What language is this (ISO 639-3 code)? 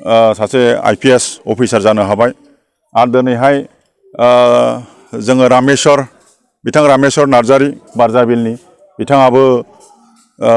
brx